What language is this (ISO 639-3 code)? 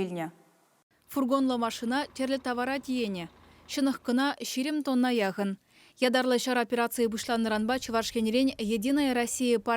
chv